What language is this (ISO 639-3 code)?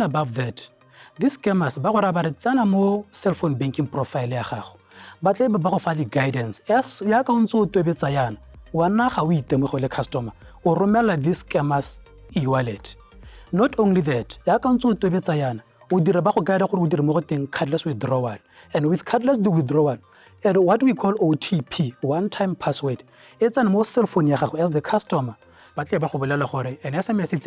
tsn